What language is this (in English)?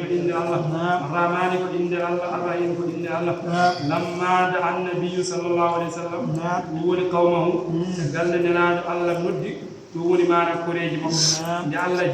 Fula